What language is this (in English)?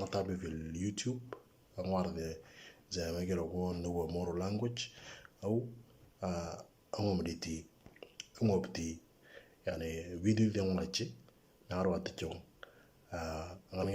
Moro